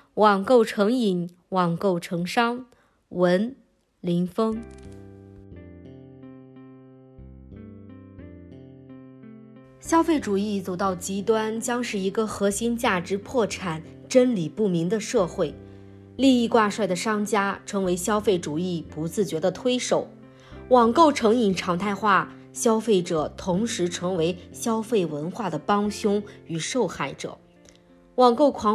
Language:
Chinese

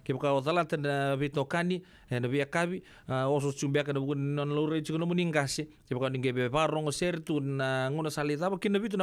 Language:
Fijian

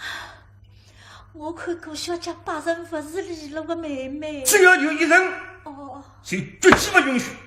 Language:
Wu Chinese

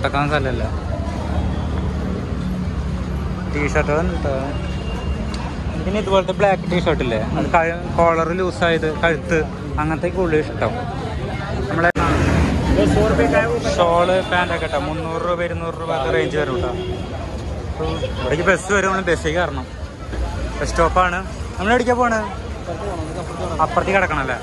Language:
Malayalam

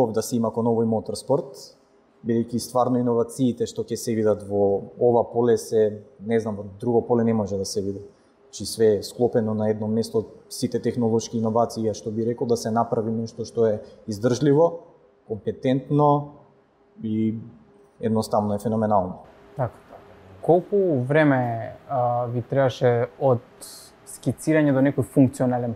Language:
Macedonian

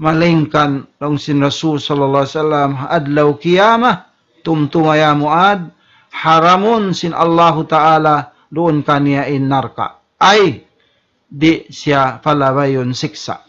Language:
Tausug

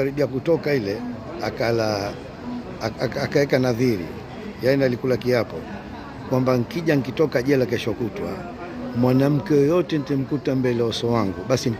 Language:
Swahili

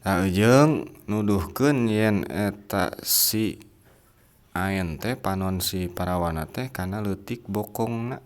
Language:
Sundanese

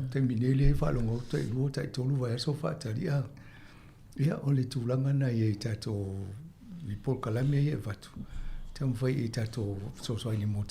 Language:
Samoan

